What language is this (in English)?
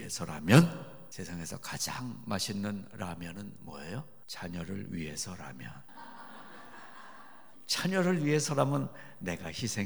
Korean